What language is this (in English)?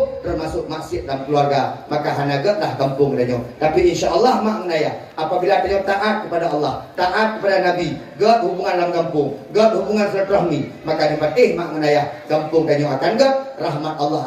Achinese